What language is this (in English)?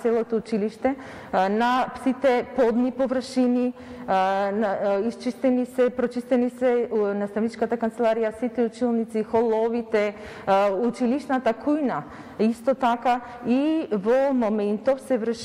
Macedonian